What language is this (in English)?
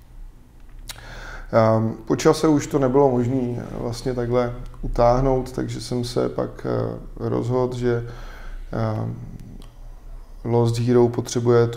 Czech